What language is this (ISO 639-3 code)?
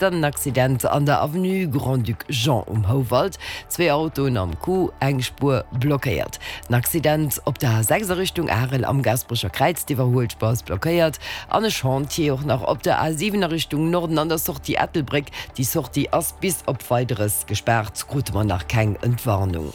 ltz